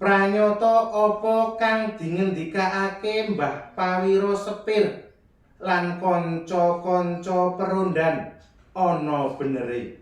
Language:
Javanese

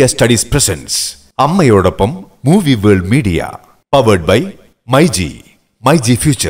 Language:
Malayalam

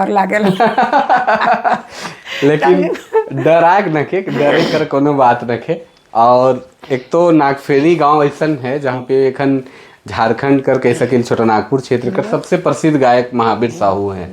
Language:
Sadri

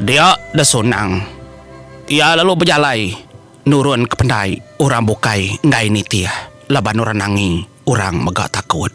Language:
Iban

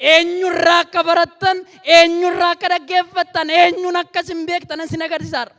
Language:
Oromo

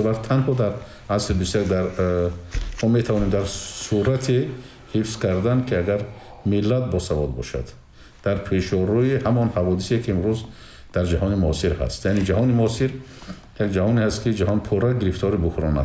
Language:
Tajik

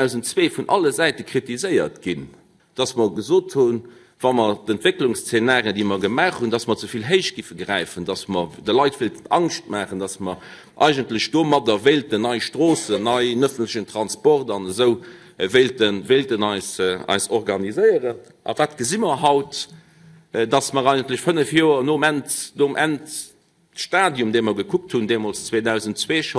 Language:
Luxembourgish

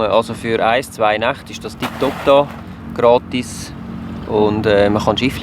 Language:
Swiss German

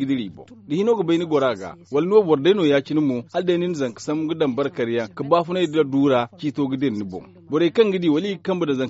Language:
Zarma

